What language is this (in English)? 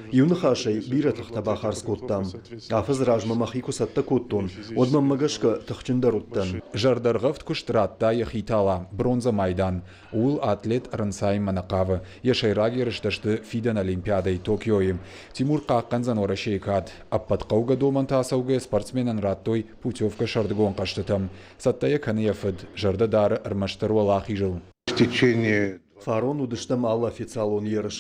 Ossetic